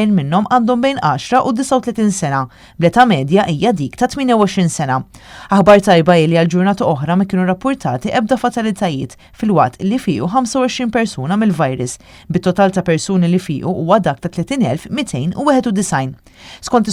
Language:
Maltese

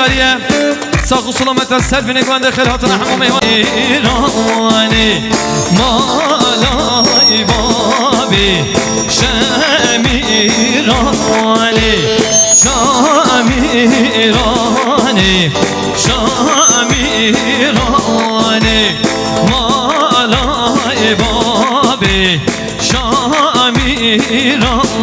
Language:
Kurdish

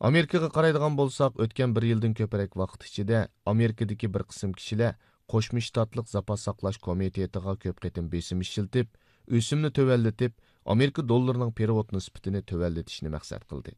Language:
Uyghur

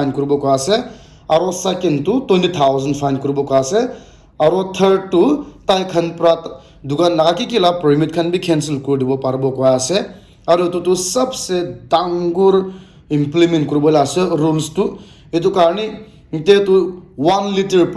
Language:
Naga Pidgin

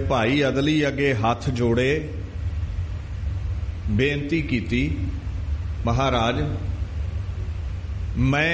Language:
Punjabi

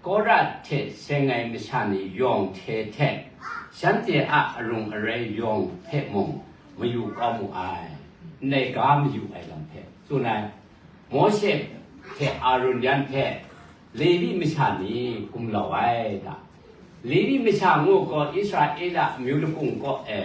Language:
Kachin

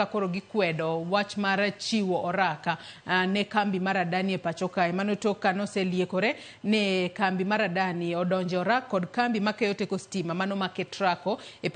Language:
Luo (Kenya and Tanzania)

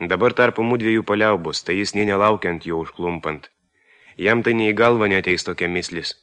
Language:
Lithuanian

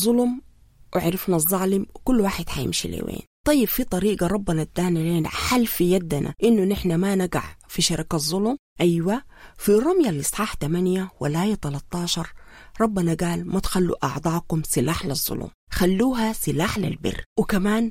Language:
Sudanese Arabic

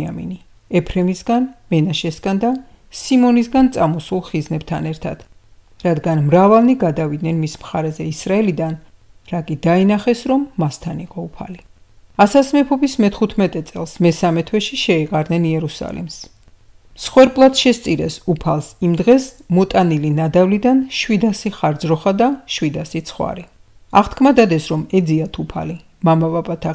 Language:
Georgian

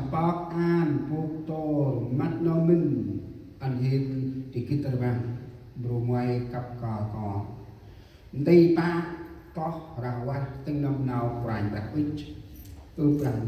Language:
Central Mnong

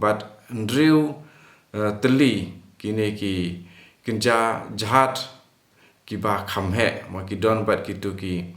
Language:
Khasi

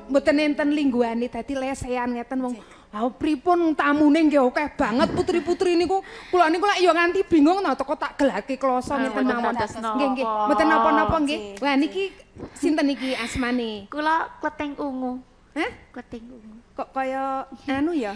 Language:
Javanese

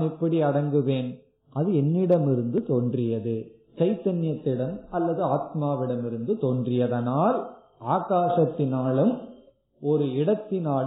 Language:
Tamil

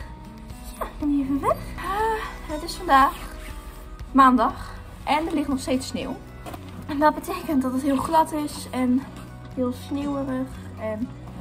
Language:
Dutch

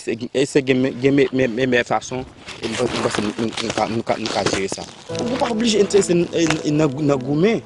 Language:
Haitian Creole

